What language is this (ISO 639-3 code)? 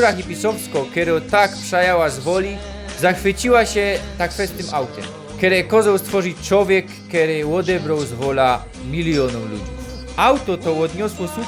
szl